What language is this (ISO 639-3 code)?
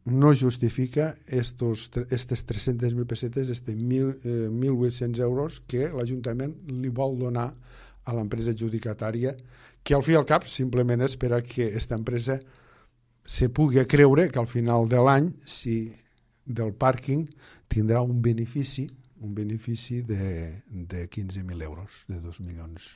cat